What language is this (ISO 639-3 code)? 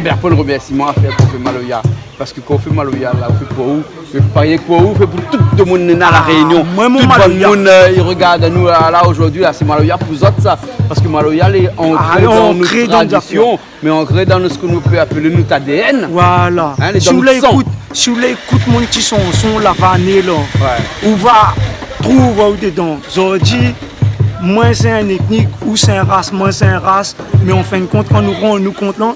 rcf